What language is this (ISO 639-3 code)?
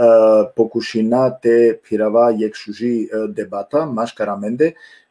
rmn